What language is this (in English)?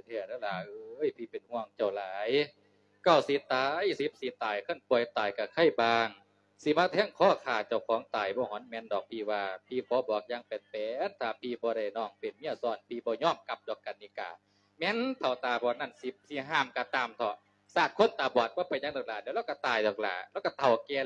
Lao